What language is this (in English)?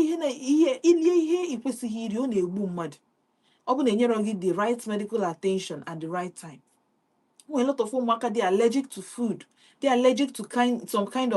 Igbo